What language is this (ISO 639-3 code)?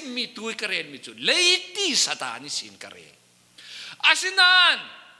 cfm